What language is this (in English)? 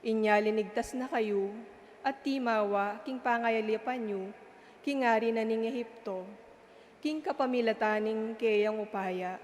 Pampanga